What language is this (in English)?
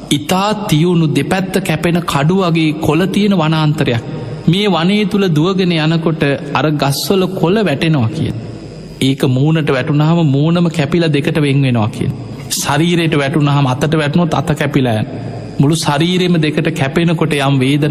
Sinhala